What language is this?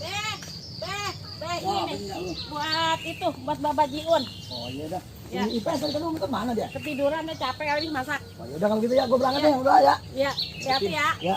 Betawi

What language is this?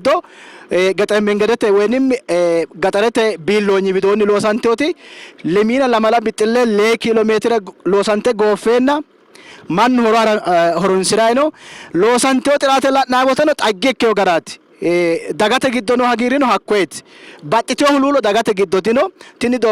Sidamo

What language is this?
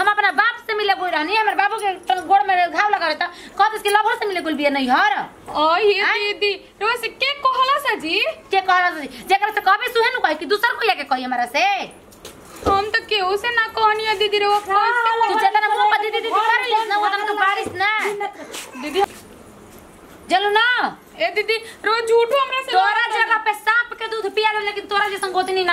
Bhojpuri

